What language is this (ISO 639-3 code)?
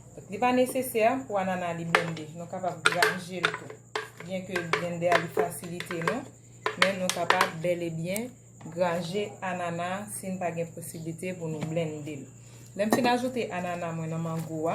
hat